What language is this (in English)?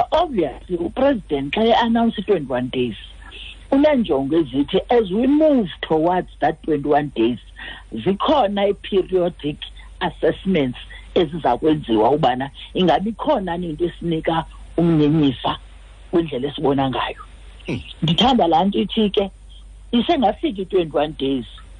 Xhosa